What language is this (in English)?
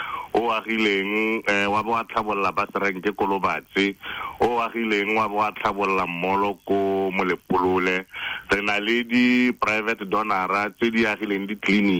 Tswana